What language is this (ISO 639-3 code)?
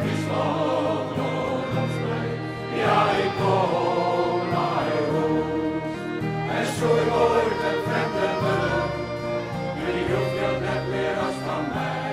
fry